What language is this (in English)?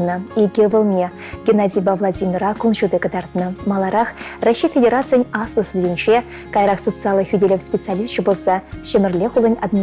Chuvash